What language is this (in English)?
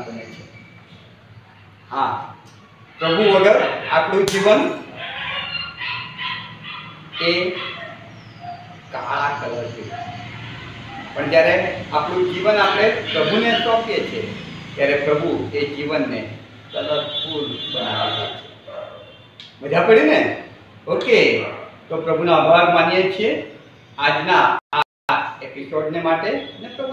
Gujarati